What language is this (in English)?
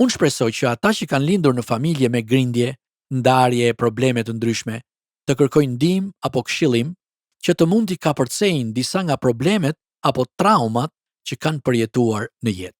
Albanian